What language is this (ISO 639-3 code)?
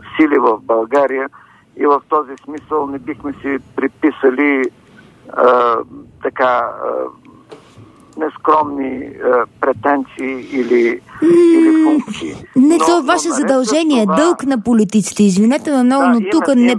bul